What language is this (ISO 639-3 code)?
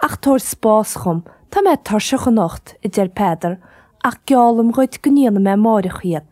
gle